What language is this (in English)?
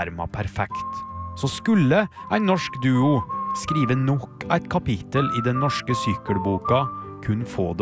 Norwegian